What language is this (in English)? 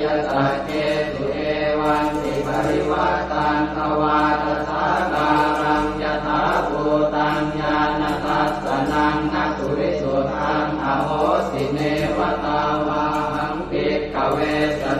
Pali